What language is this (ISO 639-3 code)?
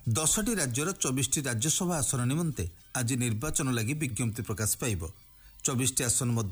ori